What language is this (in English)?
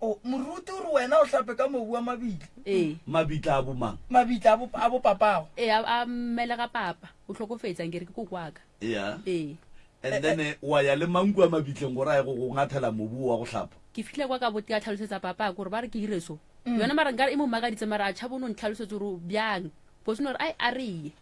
Northern Sotho